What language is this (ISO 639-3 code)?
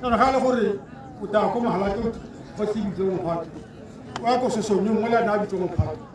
tsn